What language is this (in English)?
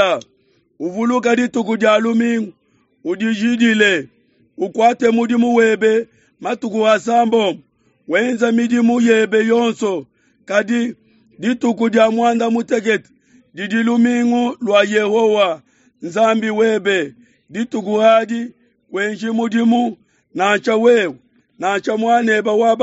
Luba-Lulua